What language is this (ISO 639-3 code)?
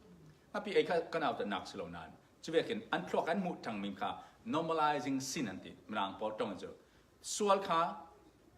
cfm